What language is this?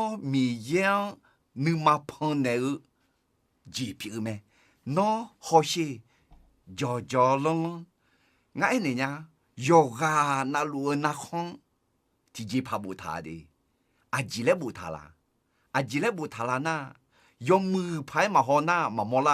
Akha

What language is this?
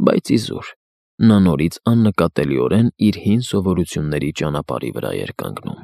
Armenian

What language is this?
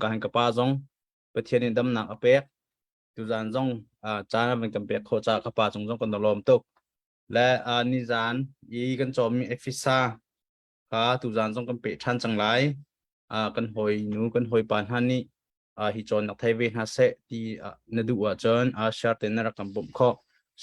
Hakha Chin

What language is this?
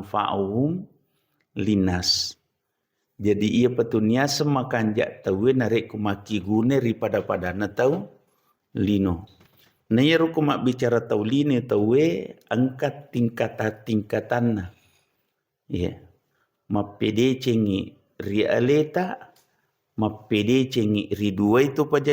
Buginese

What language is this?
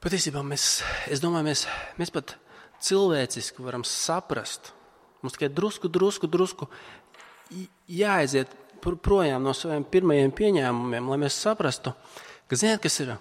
Latvian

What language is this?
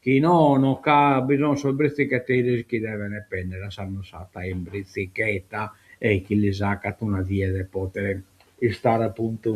Sardinian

